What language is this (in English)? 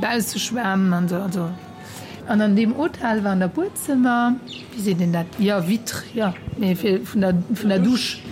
Luxembourgish